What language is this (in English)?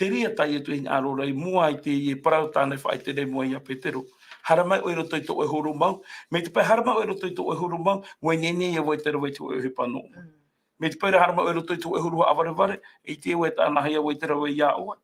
Tahitian